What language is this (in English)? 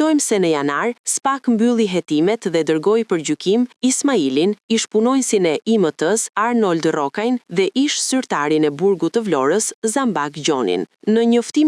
Albanian